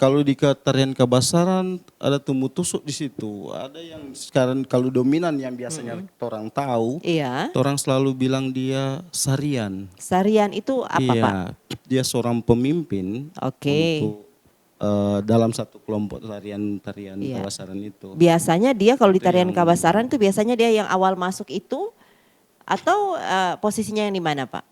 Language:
Manado Malay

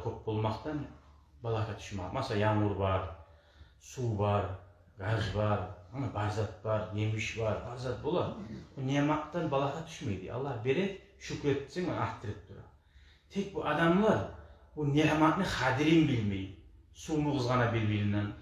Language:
Kumyk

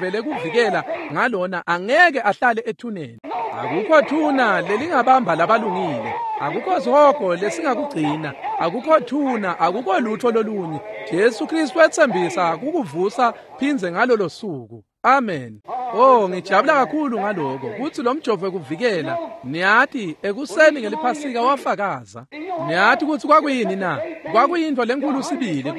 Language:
Swati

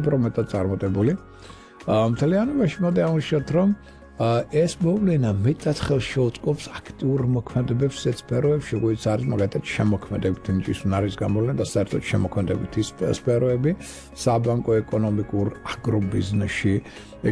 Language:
Georgian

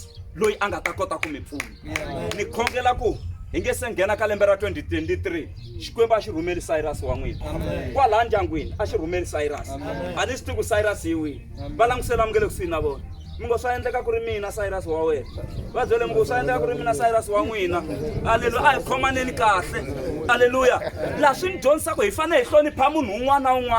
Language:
Tsonga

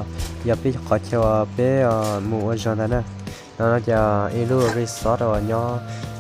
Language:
Hmong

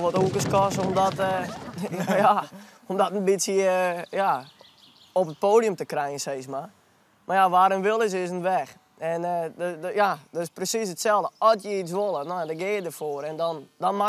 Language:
Western Frisian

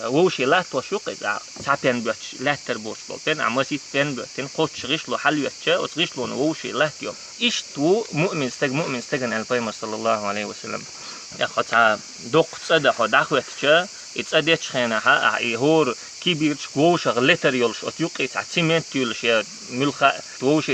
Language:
Chechen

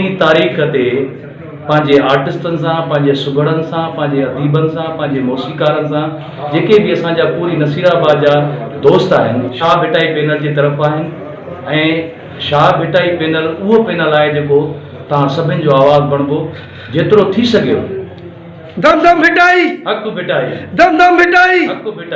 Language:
Sindhi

